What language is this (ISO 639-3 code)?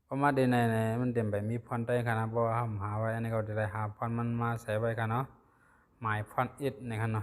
shn